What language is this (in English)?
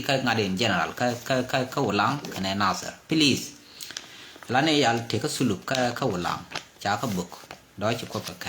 Nuer